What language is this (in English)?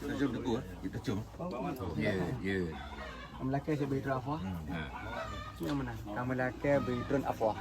Achinese